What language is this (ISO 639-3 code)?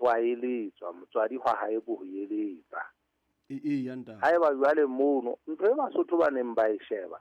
sot